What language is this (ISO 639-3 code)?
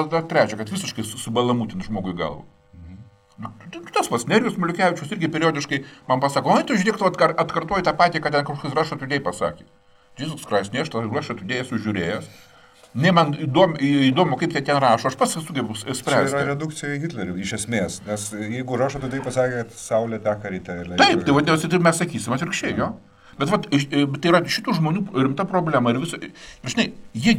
lit